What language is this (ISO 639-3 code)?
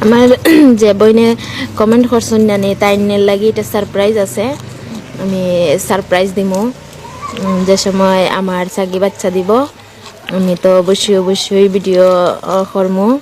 syl